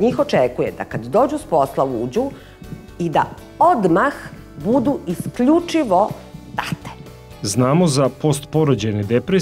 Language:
Serbian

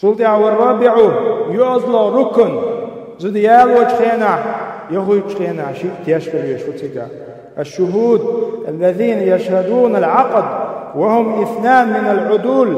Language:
Chechen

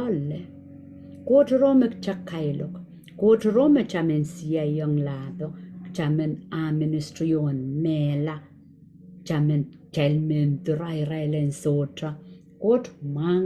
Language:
Pohnpeian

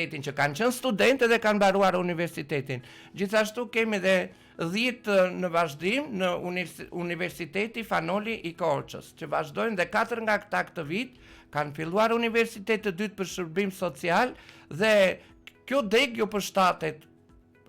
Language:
Albanian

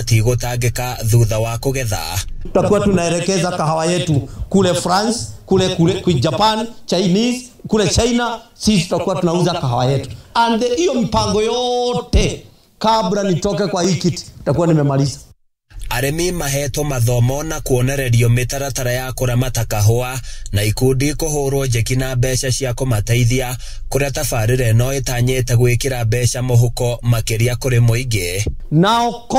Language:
Kikuyu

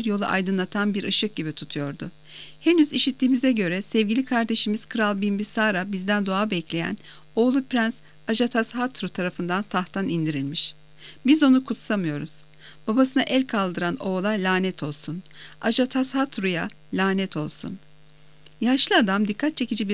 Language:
Turkish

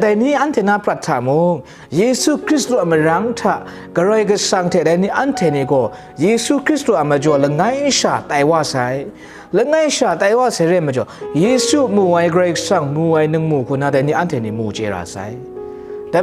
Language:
Kachin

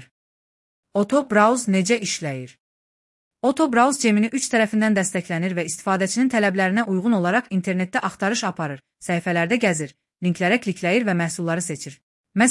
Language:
Azerbaijani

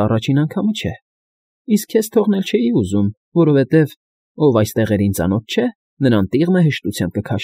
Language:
Armenian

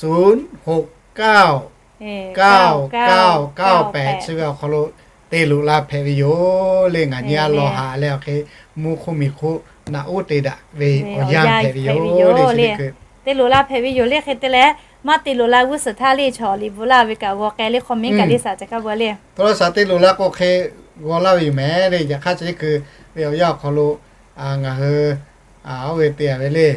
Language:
Lahu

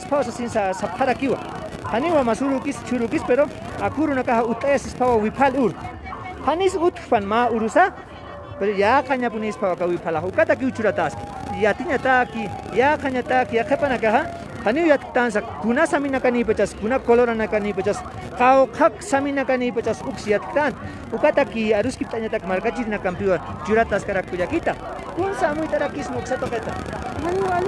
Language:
Aymara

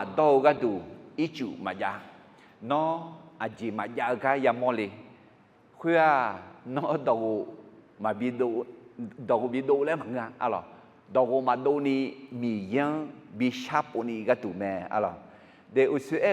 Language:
Akha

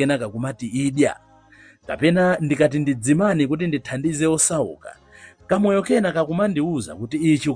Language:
Nyanja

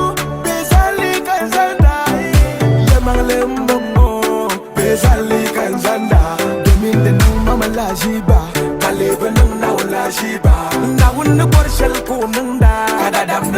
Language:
Dagbani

